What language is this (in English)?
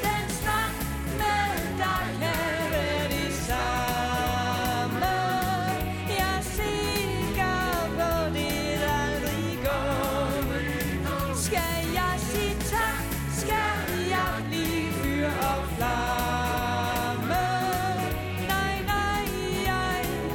Danish